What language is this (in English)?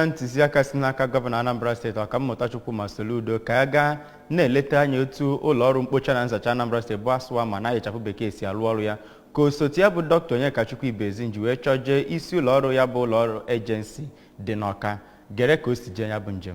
Igbo